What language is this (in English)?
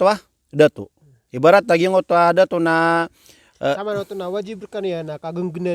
Maranao